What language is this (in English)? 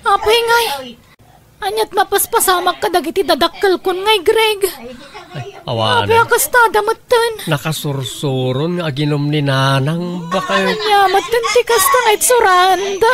Iloko